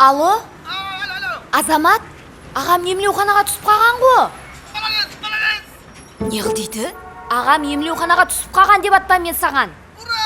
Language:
Kara-Kalpak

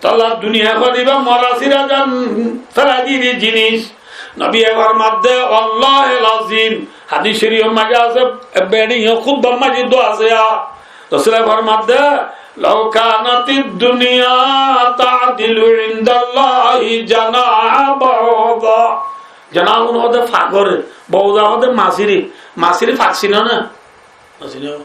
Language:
Rohingya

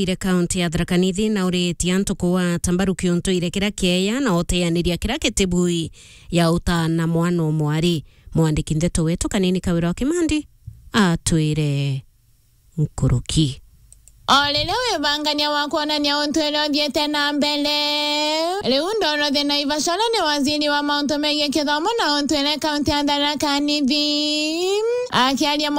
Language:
Meru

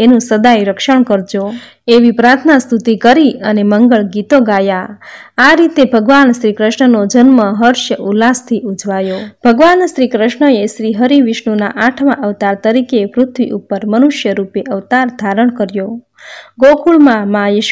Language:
Gujarati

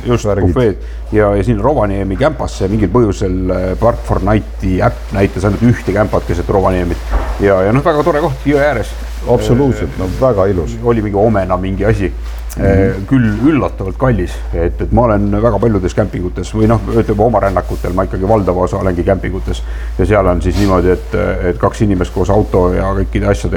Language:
Estonian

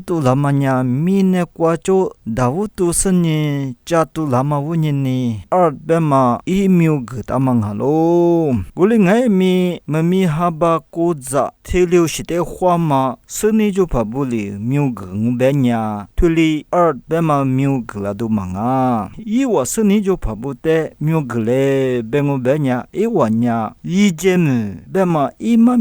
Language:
Lisu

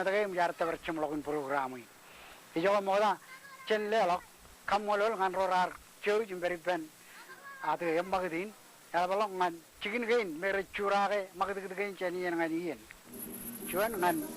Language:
Marshallese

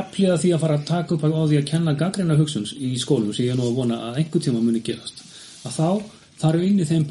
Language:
Icelandic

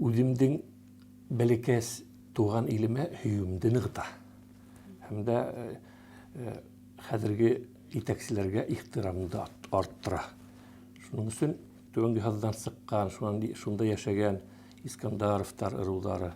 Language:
Bashkir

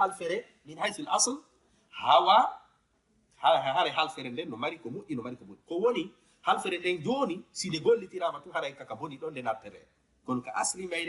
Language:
Fula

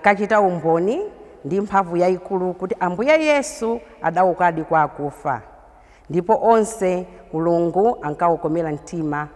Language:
Nyanja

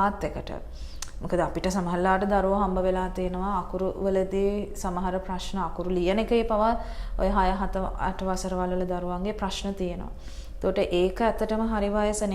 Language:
Sinhala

